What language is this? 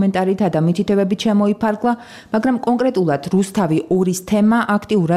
Georgian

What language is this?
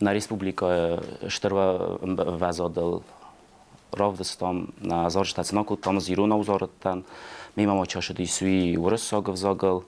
Ossetic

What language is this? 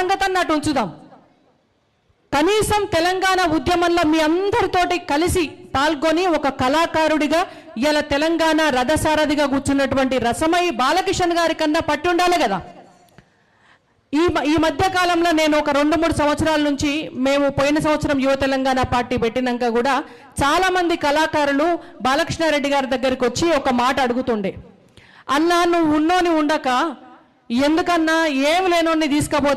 Telugu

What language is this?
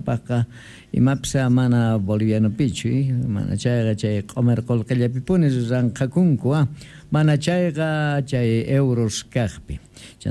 Quechua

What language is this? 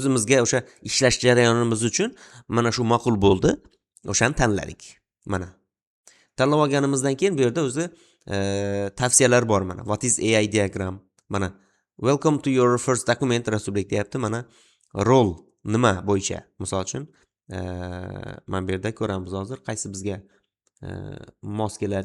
Uzbek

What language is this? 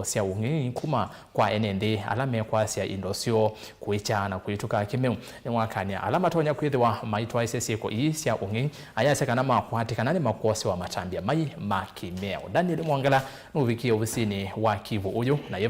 Kamba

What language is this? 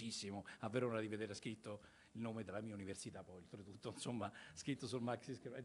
Italian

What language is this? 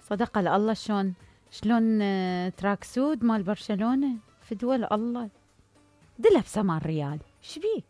Mesopotamian Arabic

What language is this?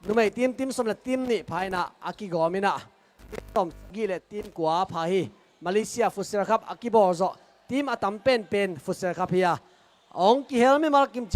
Tedim Chin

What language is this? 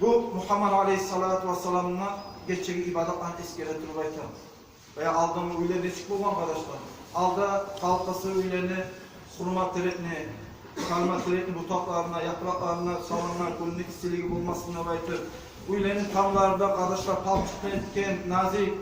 Kumyk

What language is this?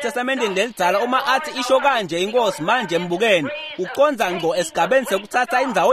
Swati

